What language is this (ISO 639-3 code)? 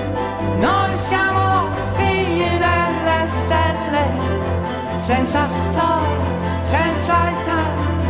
ita